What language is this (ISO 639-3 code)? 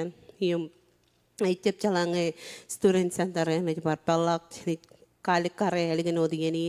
mah